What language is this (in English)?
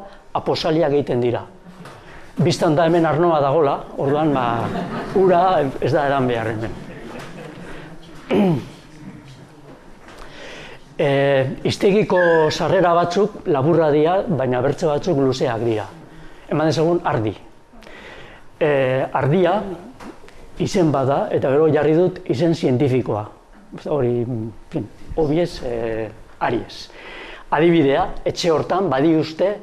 Basque